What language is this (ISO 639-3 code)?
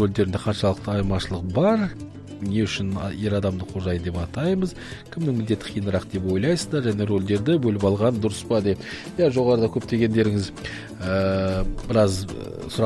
kaz